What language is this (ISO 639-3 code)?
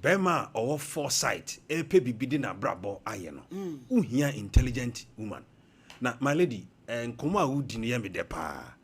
aka